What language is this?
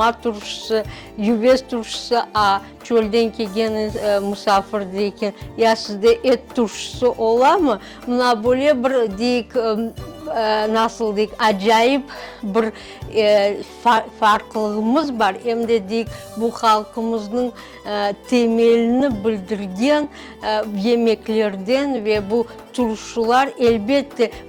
Crimean Tatar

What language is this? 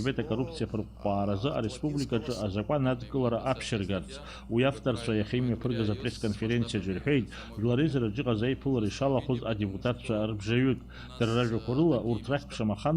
Abkhazian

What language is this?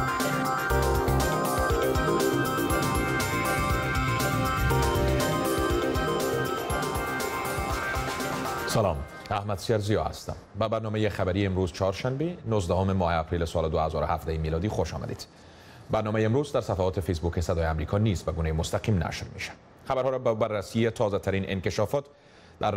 Persian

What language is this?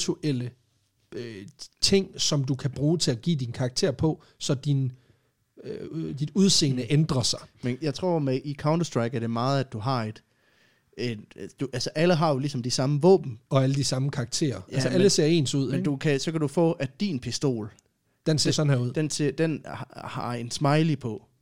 Danish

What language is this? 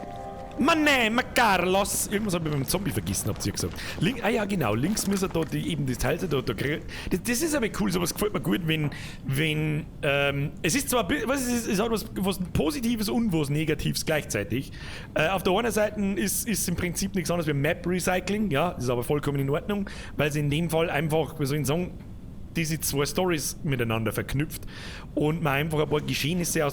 Bavarian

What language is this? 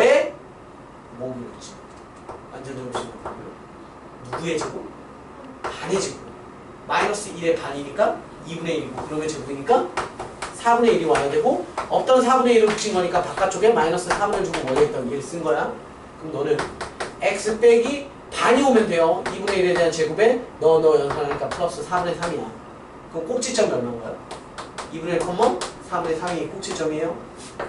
Korean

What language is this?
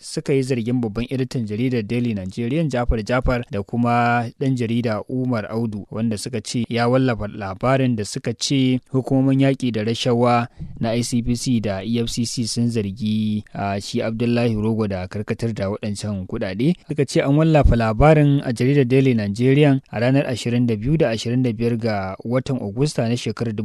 Hausa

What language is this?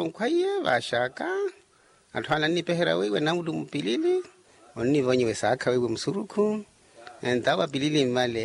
Makhuwa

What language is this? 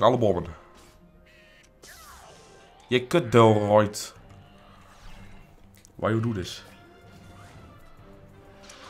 Dutch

